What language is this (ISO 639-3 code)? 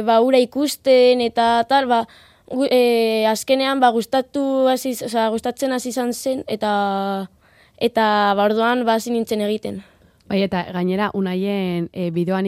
eus